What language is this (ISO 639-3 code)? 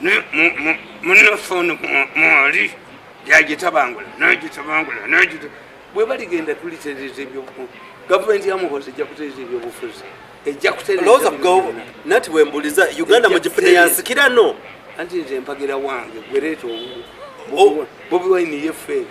lug